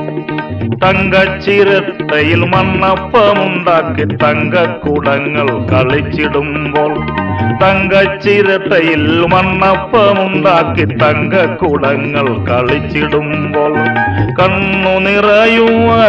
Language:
Malayalam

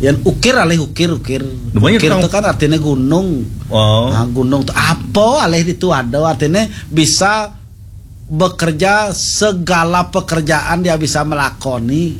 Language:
Balinese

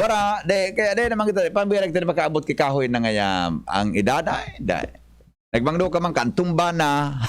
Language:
Bikol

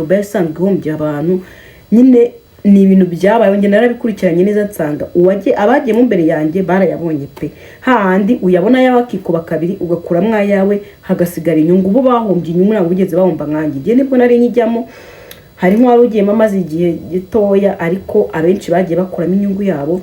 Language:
Kinyarwanda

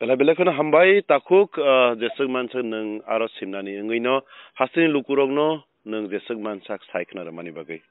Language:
Kok Borok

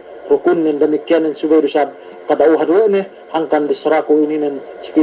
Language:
Yakan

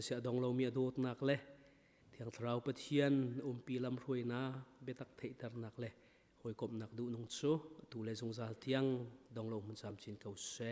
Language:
Hakha Chin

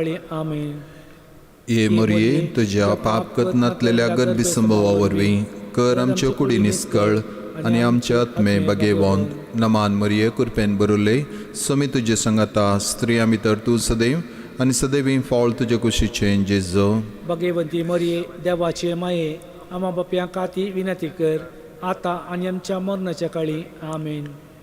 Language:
Konkani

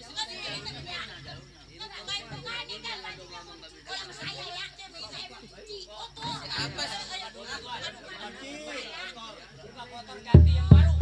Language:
Betawi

